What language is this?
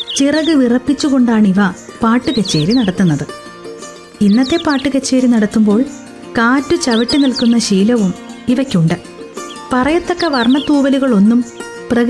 Malayalam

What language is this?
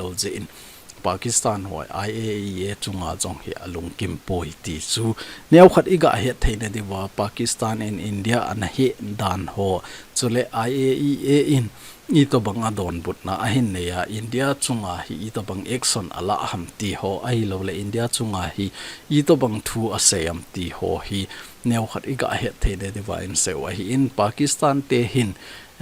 Thado Chin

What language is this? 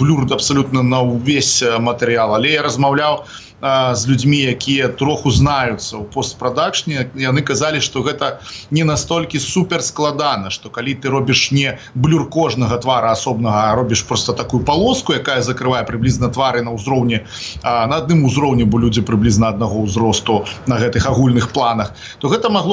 Belarusian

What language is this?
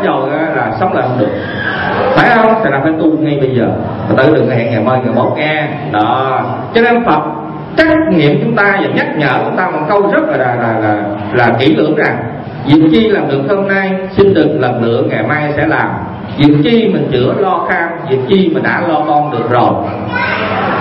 Vietnamese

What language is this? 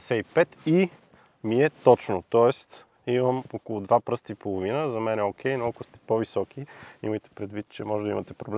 Bulgarian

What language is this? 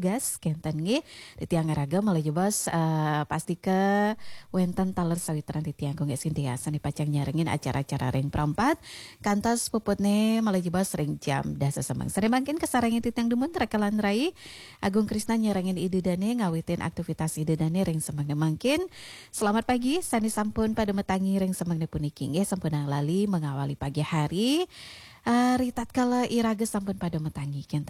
Balinese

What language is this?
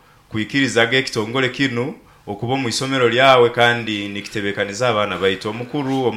Nyoro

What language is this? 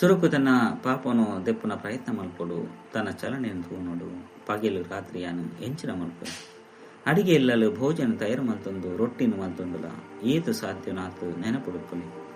Tulu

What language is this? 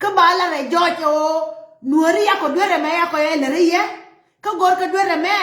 Nuer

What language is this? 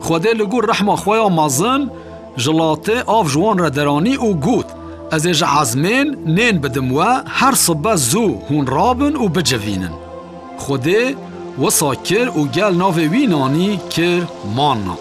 Kurdish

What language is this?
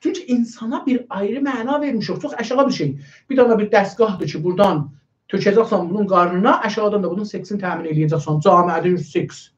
South Azerbaijani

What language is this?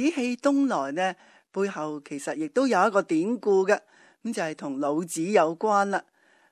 Cantonese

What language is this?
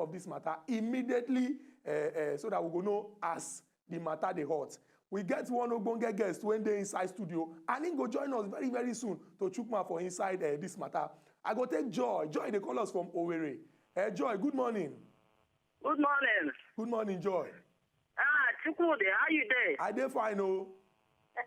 Nigerian Pidgin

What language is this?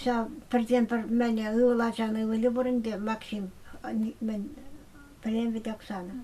Chuvash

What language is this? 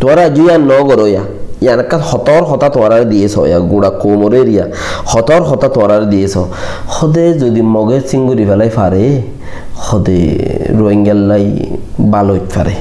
Rohingya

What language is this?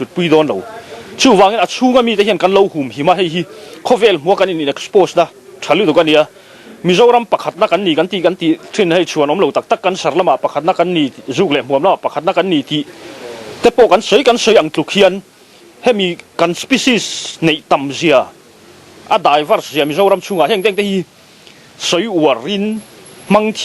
Mizo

